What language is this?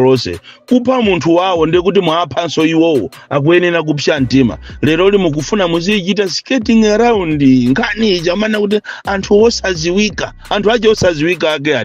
Nyanja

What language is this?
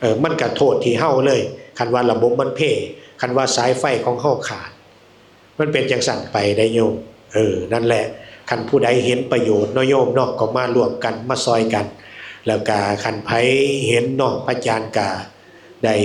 Northeastern Thai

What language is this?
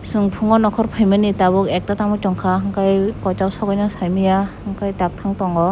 Kok Borok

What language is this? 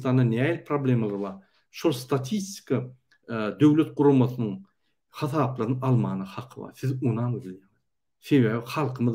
Turkmen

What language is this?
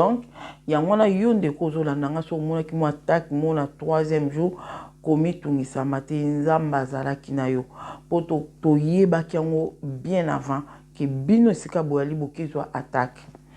Lingala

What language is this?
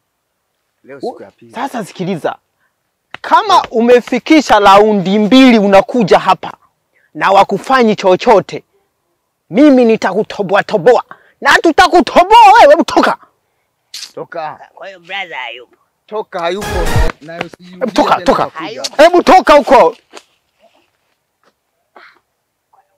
Swahili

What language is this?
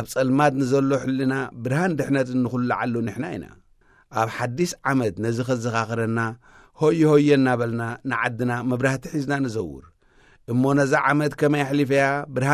Tigrinya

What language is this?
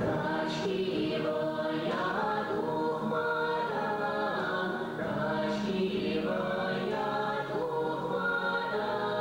Chuvash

